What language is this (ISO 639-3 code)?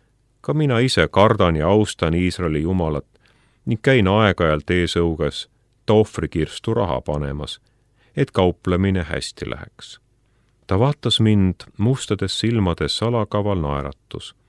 est